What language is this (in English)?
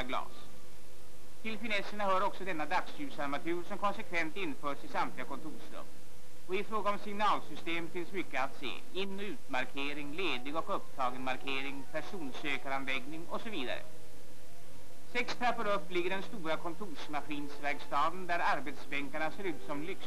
Swedish